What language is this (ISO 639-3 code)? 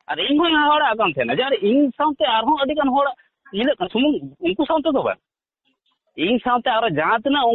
sat